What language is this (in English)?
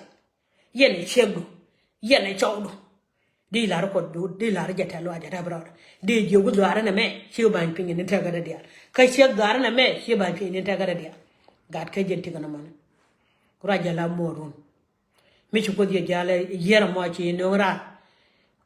Nuer